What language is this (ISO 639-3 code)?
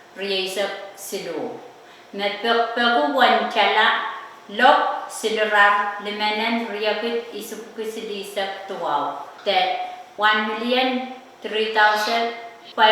pon